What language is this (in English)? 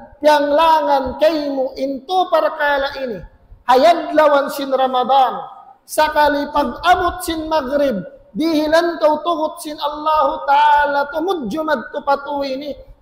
Tausug